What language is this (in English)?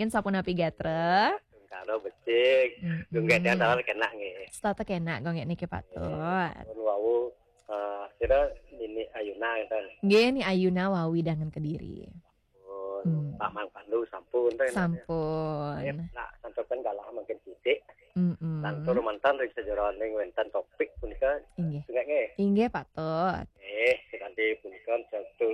Balinese